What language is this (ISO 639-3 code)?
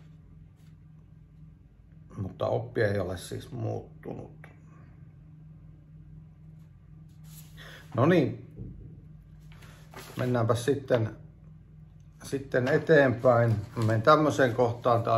fin